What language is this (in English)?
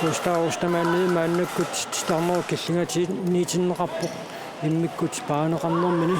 Kalaallisut